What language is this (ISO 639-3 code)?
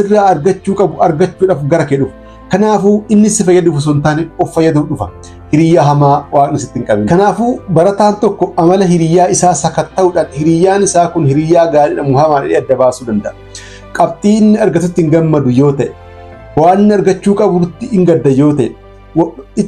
orm